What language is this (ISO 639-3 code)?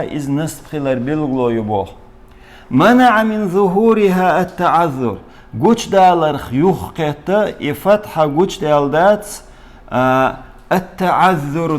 che